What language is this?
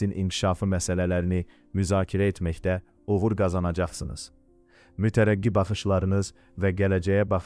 Azerbaijani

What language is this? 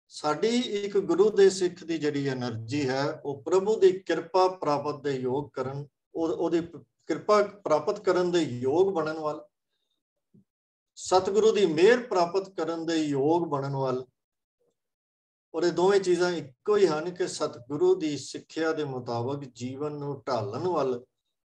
Punjabi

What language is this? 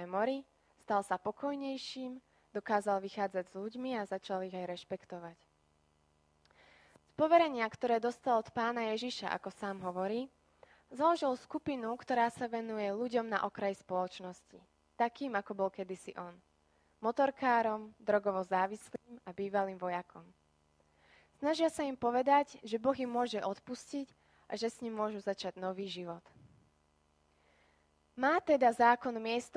Slovak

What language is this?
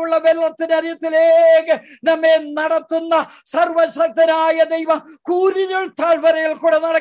Malayalam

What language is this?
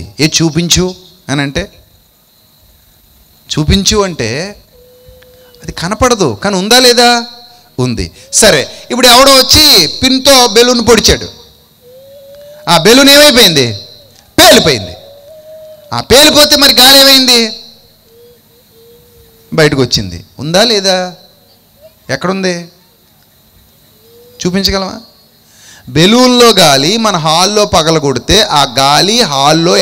Telugu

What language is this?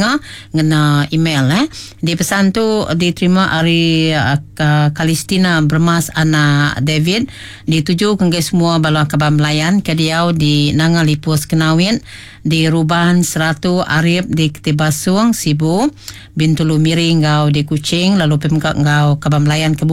Iban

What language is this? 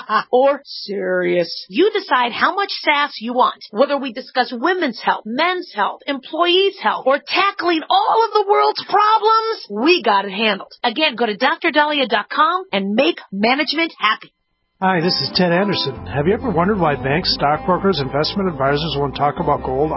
English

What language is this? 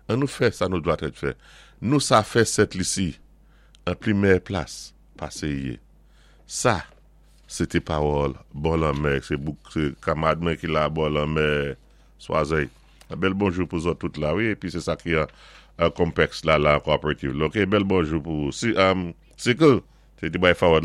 Saint Lucian Creole French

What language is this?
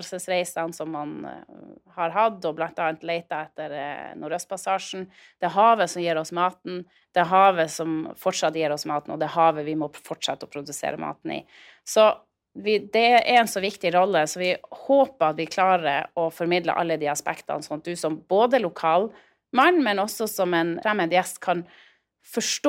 Norwegian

